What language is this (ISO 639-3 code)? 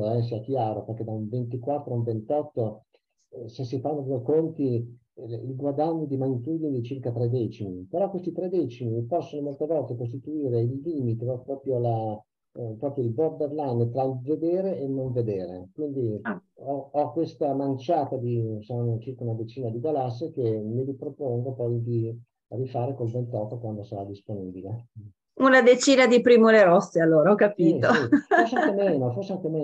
ita